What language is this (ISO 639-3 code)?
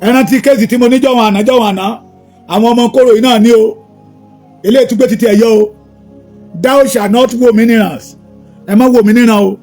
yor